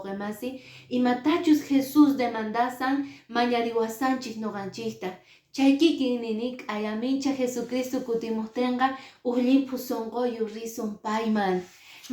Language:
Quechua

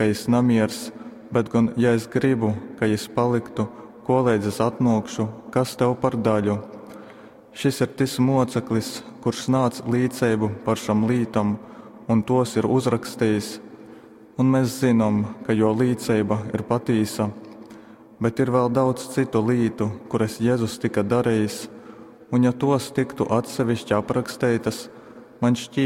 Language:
Latgalian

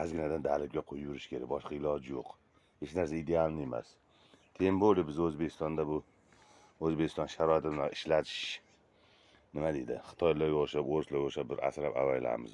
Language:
Uzbek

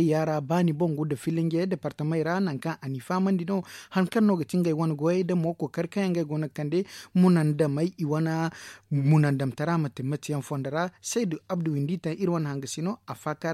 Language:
Zarma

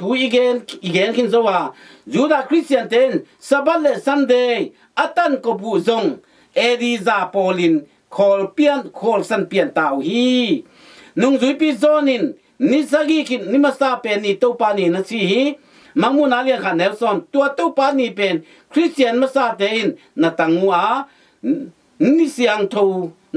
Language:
Tedim Chin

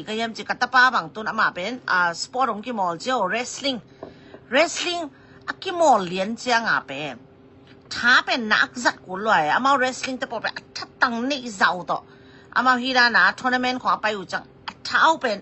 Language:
Tedim Chin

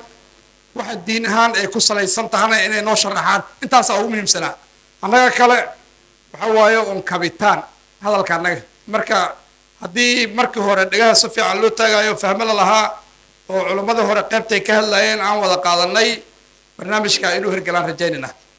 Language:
Somali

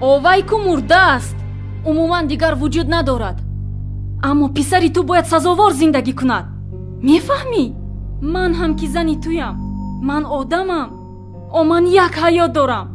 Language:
Tajik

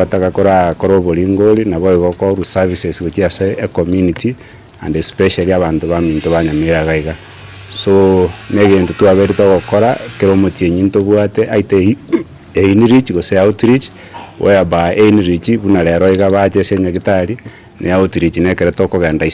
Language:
Gusii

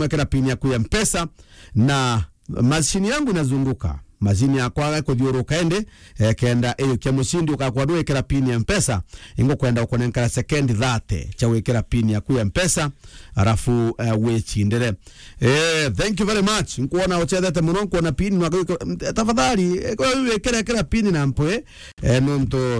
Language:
Meru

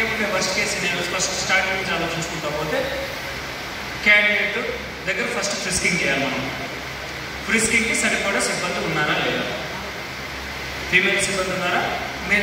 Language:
Telugu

